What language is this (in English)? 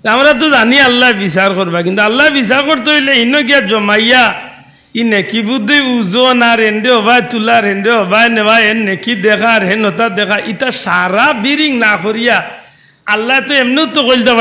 Sylheti